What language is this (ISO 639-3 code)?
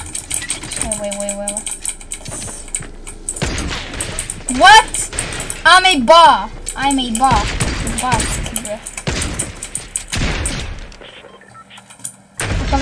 heb